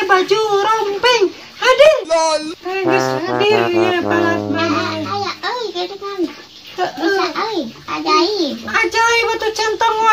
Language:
Sundanese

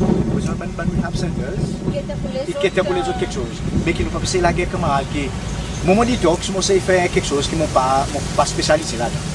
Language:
Seselwa Creole French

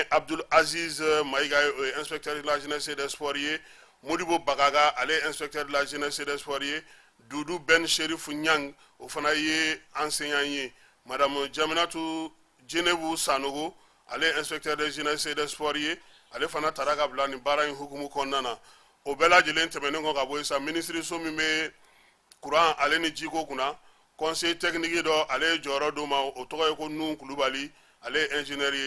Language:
Bambara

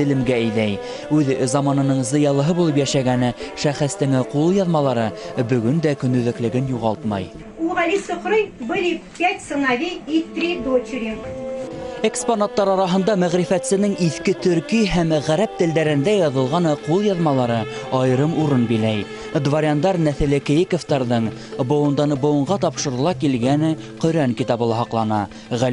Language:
Bashkir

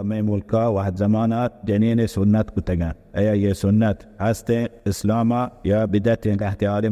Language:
Baluchi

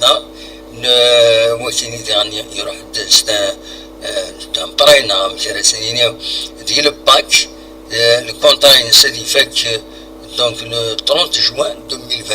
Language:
Kabyle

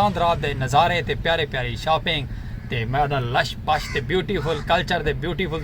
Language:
Saraiki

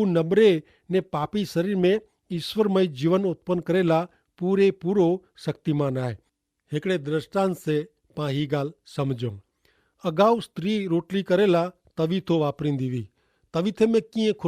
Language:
Kachhi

